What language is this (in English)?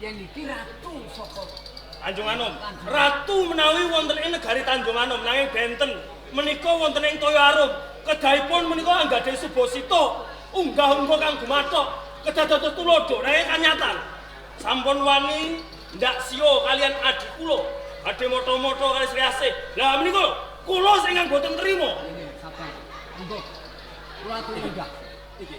Javanese